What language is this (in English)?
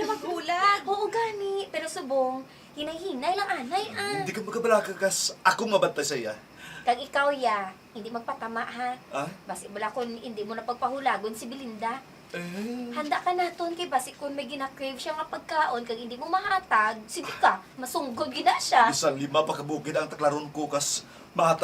Hiligaynon